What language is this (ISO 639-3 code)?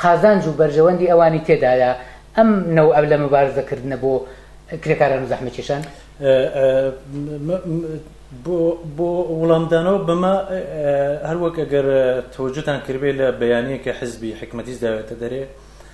ckb